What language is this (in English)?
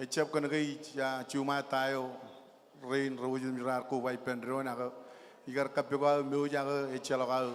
Marshallese